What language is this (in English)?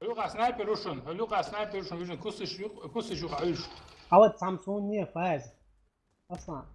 Chechen